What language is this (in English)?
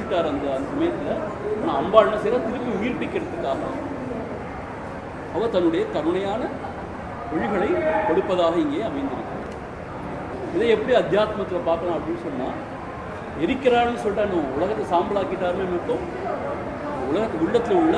Tamil